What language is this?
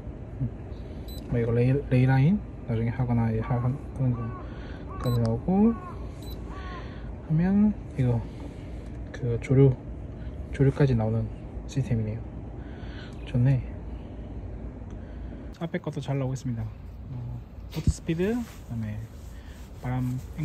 Korean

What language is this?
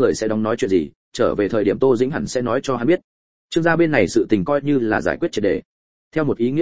Vietnamese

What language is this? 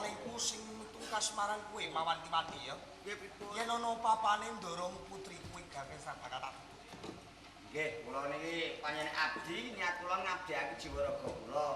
Javanese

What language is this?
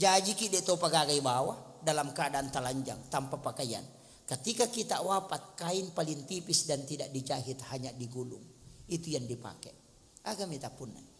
Buginese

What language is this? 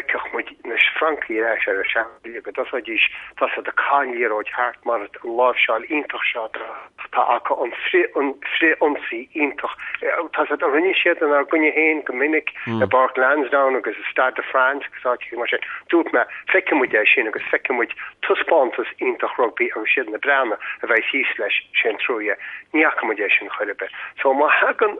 Irish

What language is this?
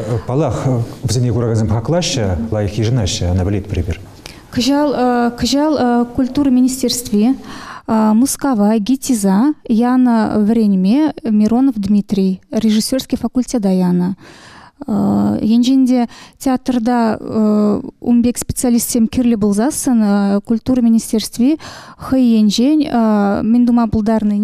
Chuvash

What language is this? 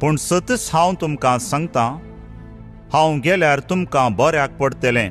Konkani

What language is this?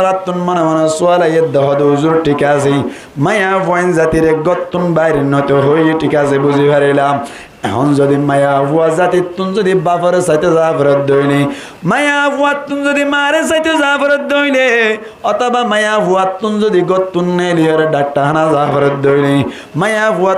Rohingya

